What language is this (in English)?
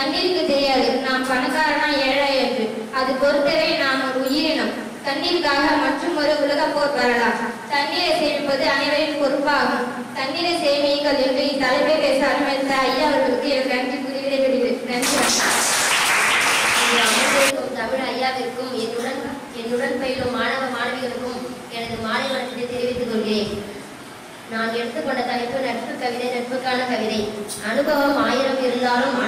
Tamil